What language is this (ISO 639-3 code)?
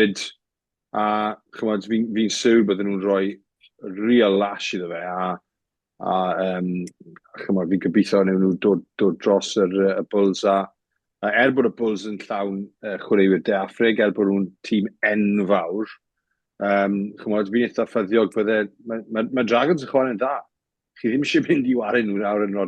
cym